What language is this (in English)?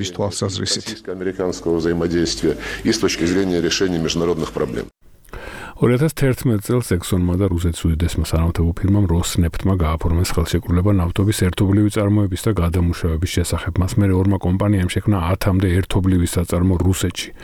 Georgian